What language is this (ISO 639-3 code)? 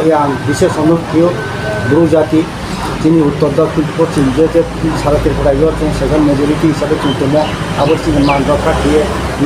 ria